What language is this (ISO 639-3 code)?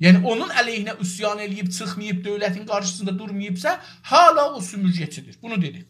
azb